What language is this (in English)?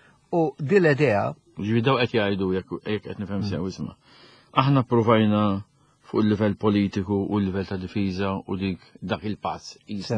Maltese